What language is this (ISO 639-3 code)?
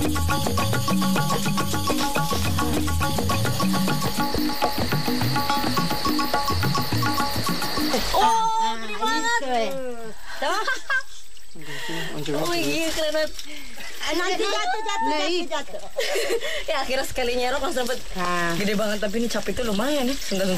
ind